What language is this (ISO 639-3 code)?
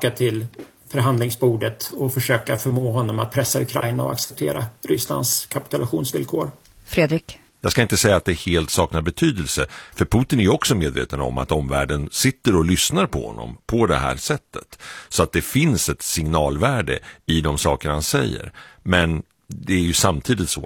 swe